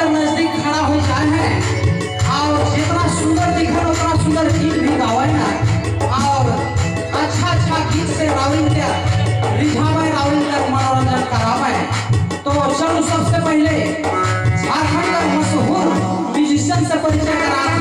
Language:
Sadri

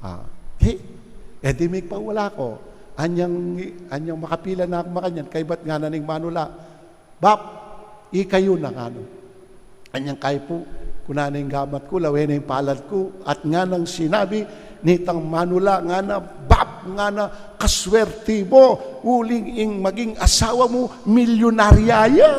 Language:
Pampanga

